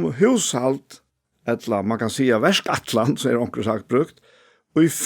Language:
Faroese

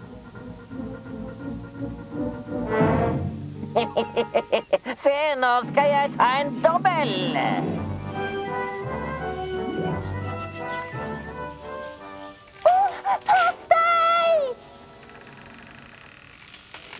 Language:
Norwegian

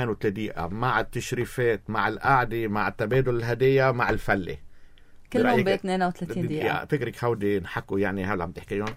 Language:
North Levantine Arabic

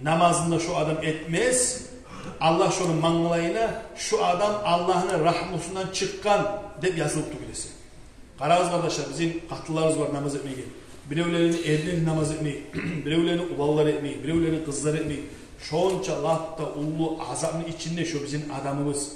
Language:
Kumyk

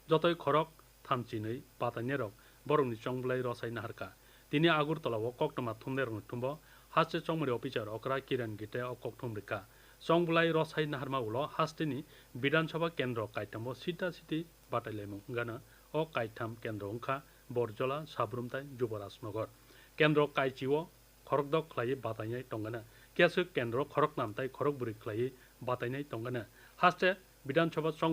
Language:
Kok Borok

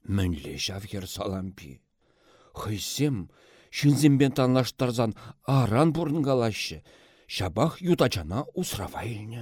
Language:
Chuvash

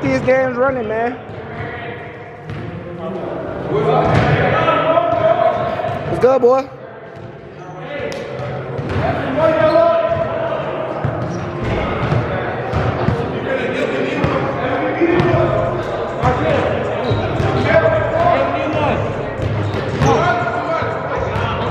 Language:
English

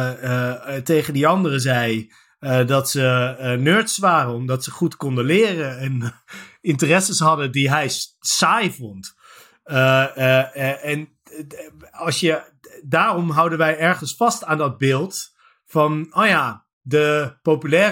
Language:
Dutch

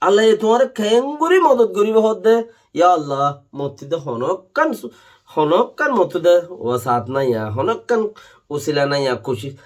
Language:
Rohingya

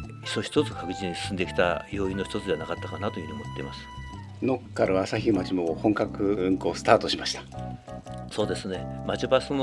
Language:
Japanese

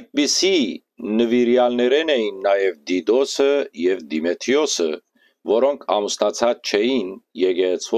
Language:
Western Armenian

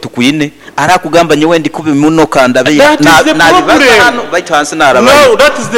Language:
Nyoro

